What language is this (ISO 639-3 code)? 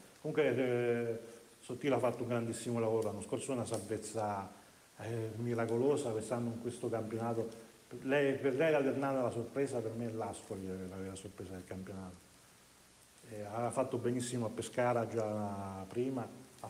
ita